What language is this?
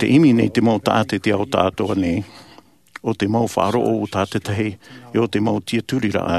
Tahitian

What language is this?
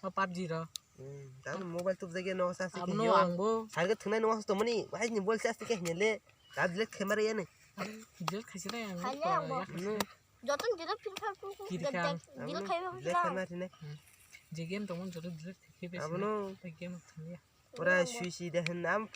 Kok Borok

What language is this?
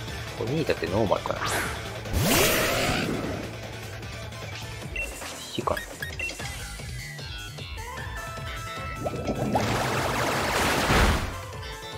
Japanese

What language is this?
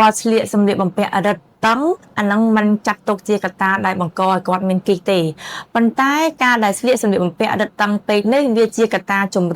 Khmer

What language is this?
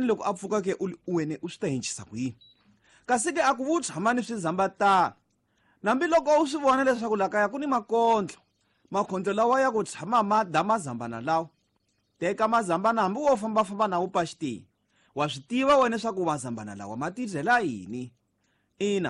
Tsonga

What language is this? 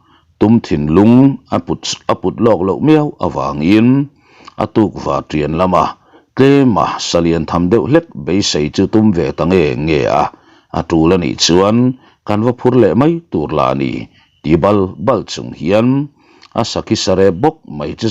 Mizo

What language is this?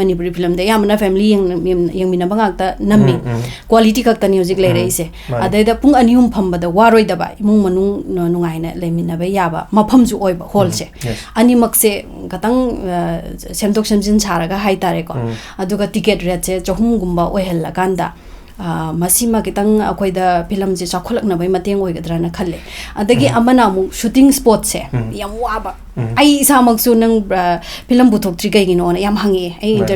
Manipuri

